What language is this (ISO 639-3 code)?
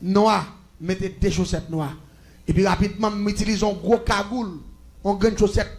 hat